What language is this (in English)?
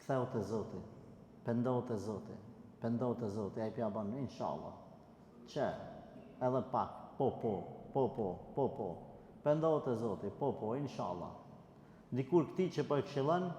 Albanian